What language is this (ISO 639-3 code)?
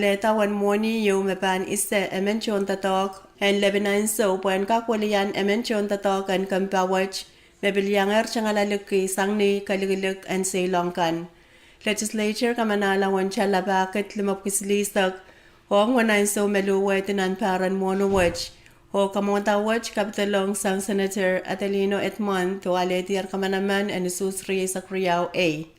pon